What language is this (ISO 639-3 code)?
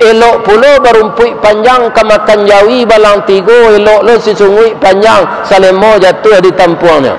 min